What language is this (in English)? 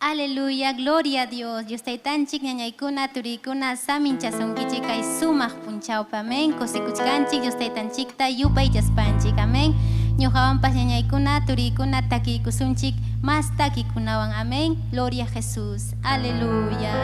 Ayacucho Quechua